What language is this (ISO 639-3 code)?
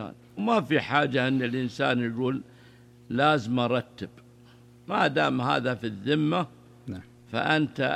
ars